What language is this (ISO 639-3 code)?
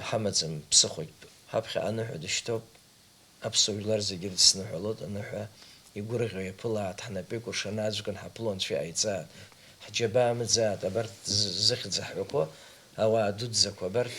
abk